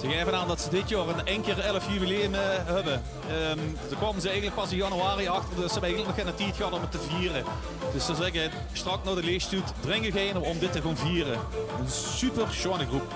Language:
Limburgish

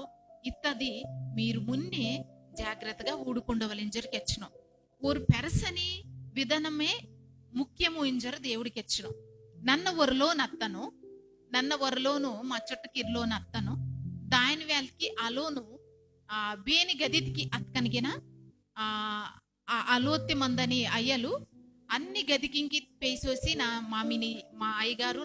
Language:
Koya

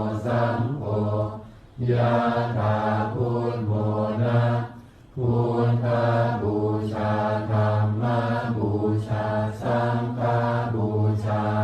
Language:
Pali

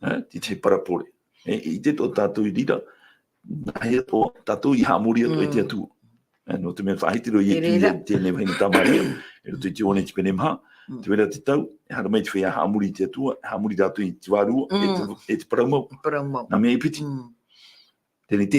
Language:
Tahitian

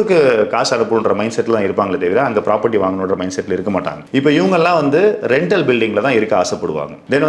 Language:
Tamil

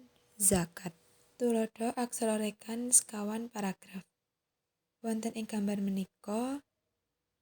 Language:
Javanese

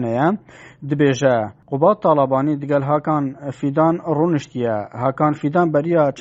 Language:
Kurdish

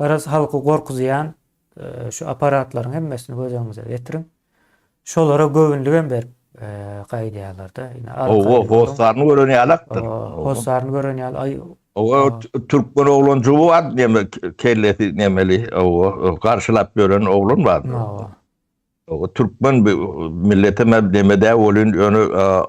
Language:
Turkmen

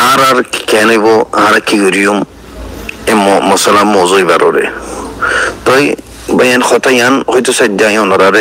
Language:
Rohingya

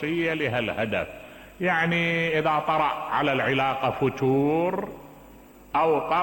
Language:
Mesopotamian Arabic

